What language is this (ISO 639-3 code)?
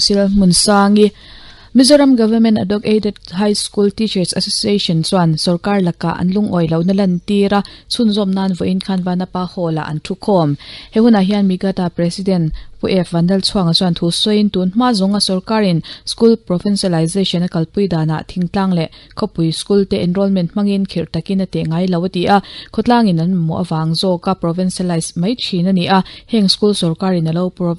lus